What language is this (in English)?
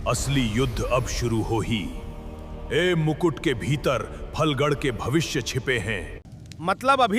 Chhattisgarhi